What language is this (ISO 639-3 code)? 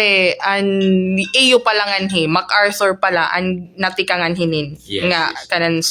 war